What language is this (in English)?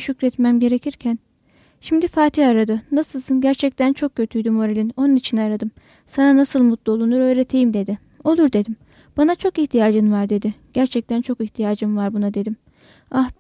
Turkish